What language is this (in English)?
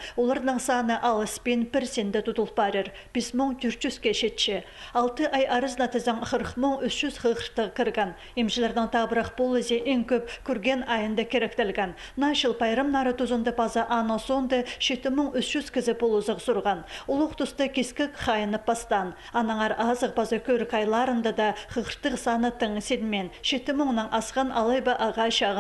Khakas